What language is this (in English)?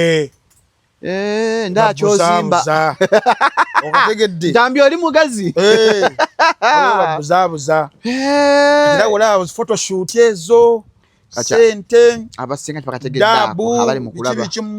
Ganda